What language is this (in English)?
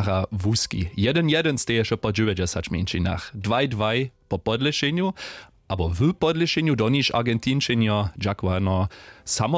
Upper Sorbian